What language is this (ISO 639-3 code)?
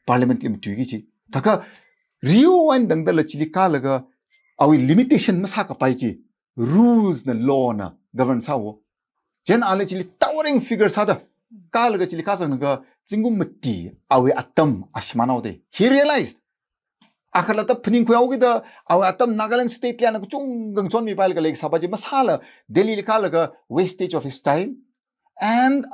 nmf